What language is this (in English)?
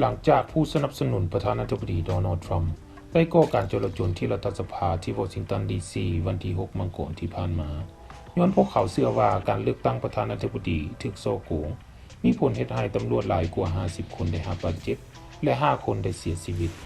Lao